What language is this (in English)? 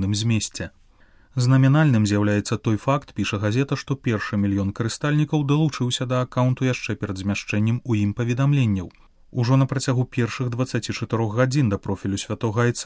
Belarusian